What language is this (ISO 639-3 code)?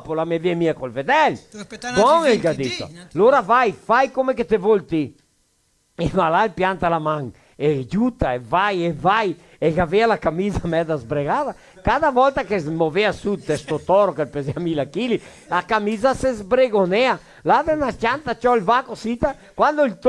vec